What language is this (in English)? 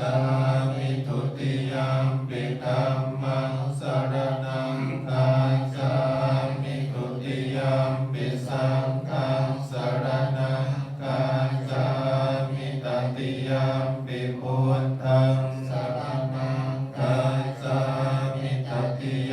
Pali